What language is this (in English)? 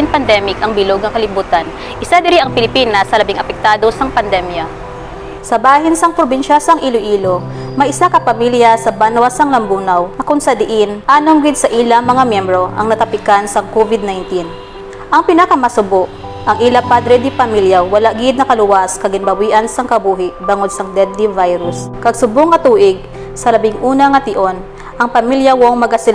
Hiligaynon